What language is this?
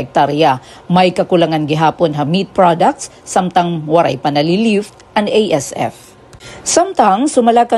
Waray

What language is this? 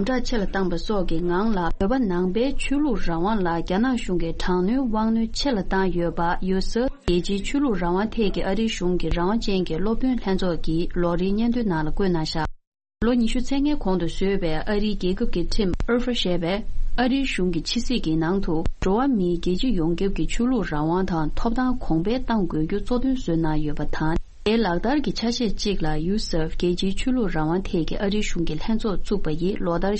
Tibetan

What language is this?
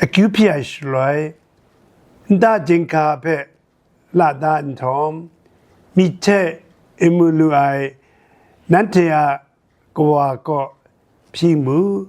Kachin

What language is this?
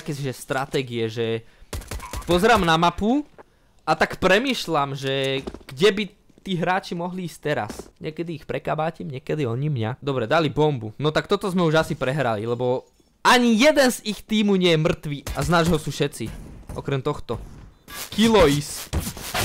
Slovak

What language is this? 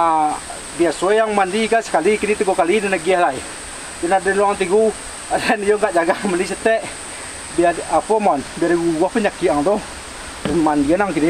Minangkabau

